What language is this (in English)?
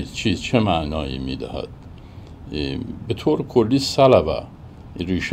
Persian